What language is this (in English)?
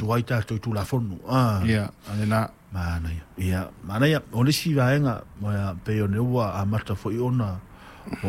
Samoan